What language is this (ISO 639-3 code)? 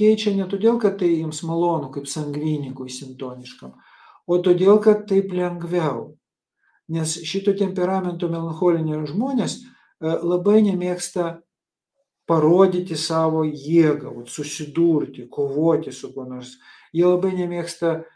lit